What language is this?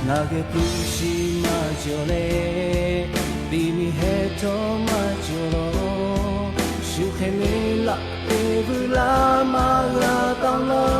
Lahu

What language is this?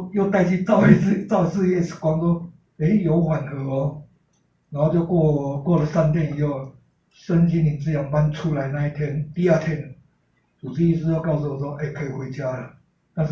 Chinese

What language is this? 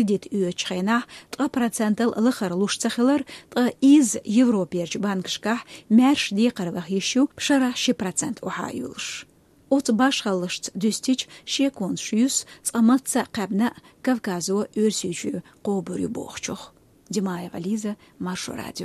Chechen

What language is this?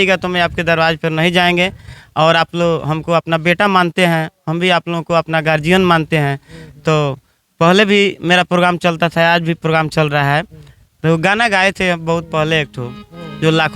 Bhojpuri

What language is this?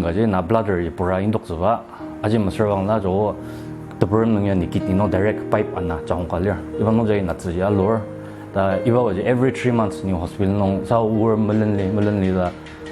Ao Naga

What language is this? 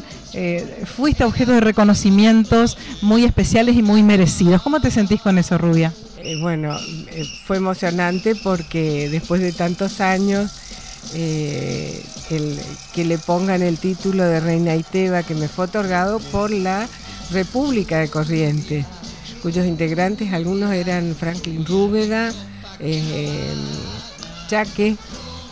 Spanish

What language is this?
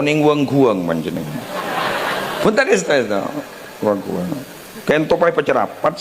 Madurese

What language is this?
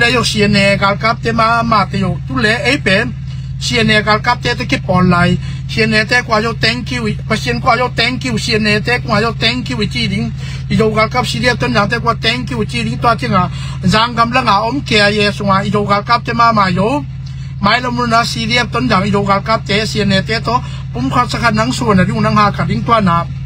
Tedim Chin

